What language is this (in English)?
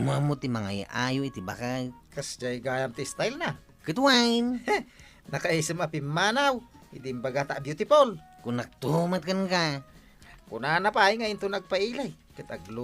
Iloko